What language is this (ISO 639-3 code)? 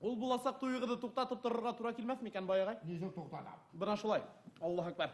bak